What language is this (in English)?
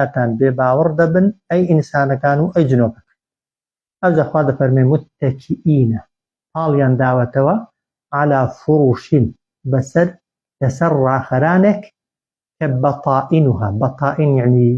Central Kurdish